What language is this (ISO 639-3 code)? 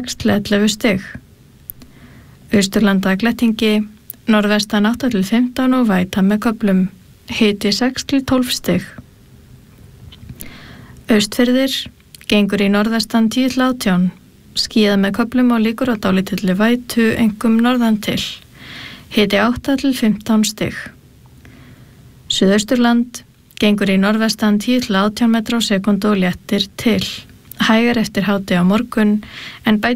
isl